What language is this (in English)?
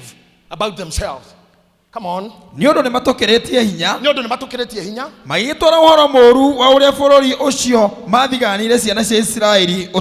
Kikuyu